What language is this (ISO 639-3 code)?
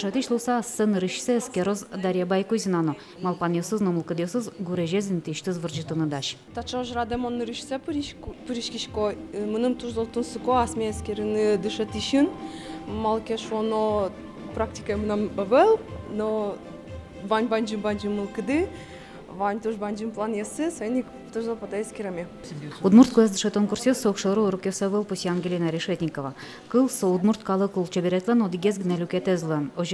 udm